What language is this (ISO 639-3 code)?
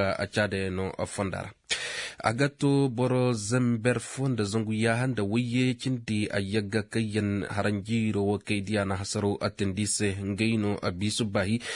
ses